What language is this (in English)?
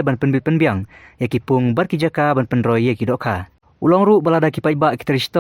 Khasi